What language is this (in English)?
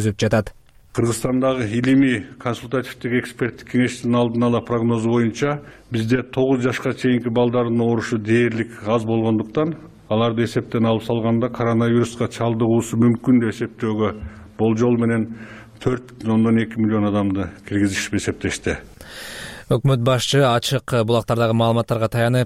Kyrgyz